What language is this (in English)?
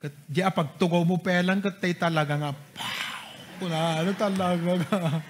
Iloko